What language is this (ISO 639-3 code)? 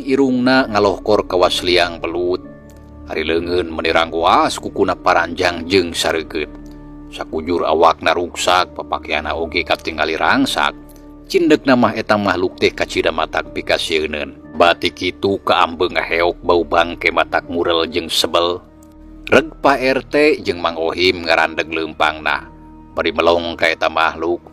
sun